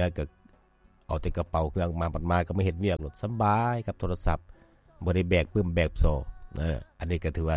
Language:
Lao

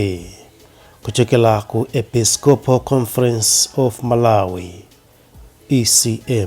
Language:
Nyanja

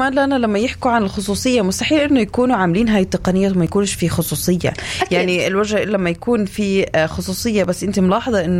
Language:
North Levantine Arabic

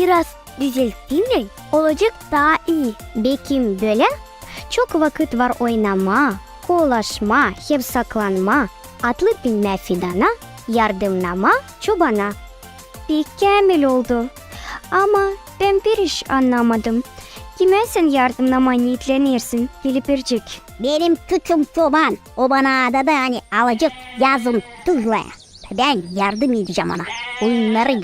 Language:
Gagauz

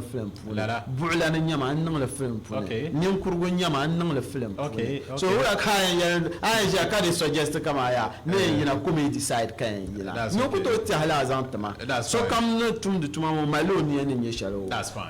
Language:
Dagbani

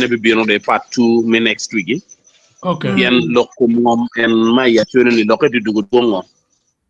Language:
Acoli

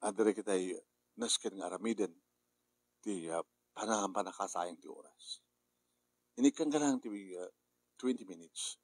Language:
Iloko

